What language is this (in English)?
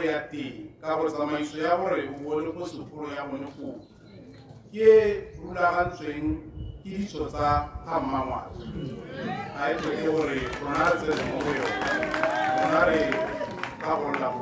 Tswana